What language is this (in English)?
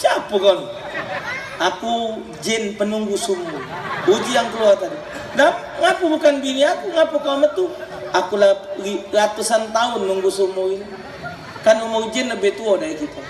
Musi